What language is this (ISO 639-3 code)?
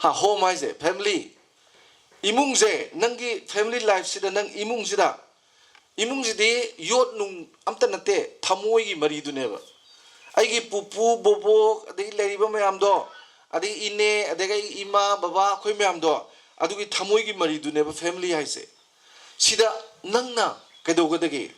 mni